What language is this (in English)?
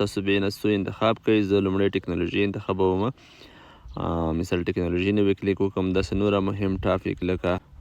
Pashto